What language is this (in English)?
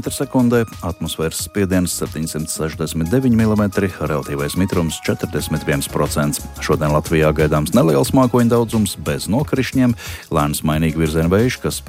Latvian